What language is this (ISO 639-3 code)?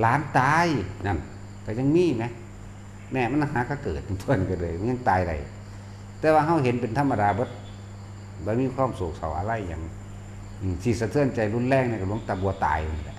tts